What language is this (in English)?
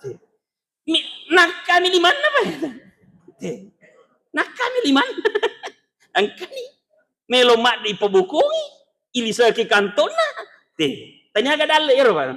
Buginese